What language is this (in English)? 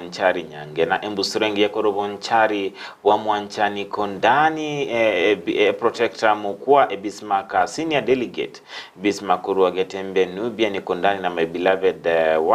Gusii